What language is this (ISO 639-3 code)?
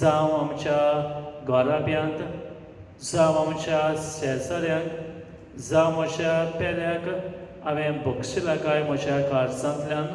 kok